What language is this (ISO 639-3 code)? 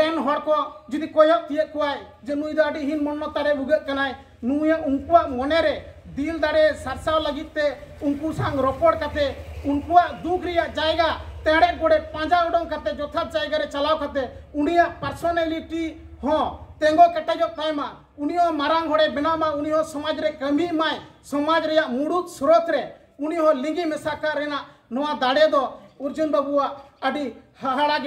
sat